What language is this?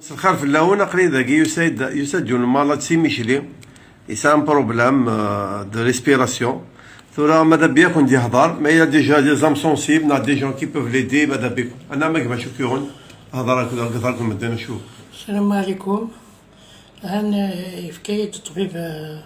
Kabyle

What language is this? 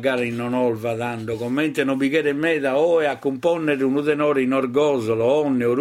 Sardinian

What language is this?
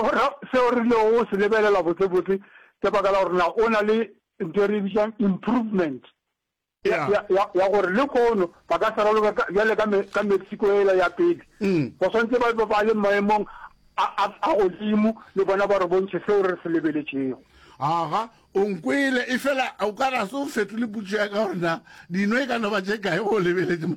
Northern Sotho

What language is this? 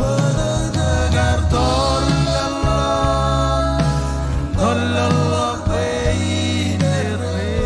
Marshallese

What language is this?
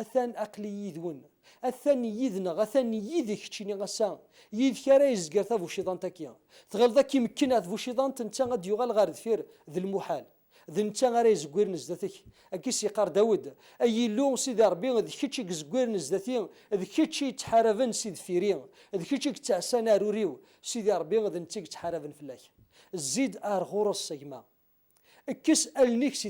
Kabyle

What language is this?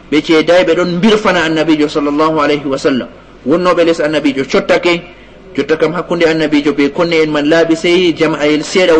Fula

